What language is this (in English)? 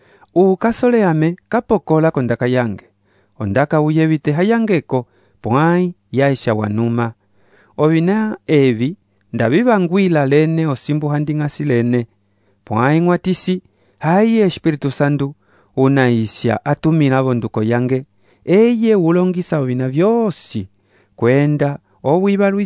Umbundu